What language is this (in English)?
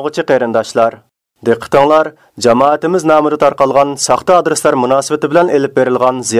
Uyghur